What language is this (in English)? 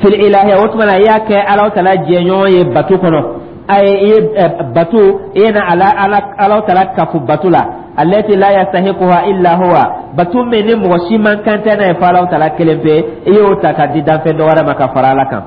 Dyula